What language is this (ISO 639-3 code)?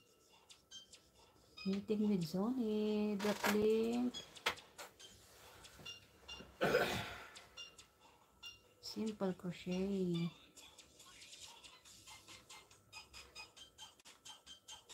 fil